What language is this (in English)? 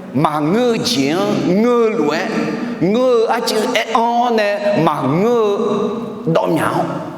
Akha